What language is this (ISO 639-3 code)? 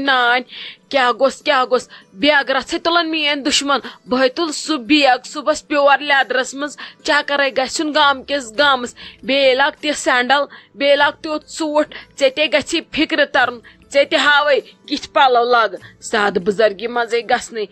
kas